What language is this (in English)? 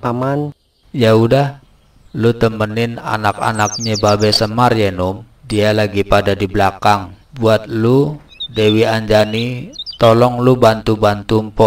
Betawi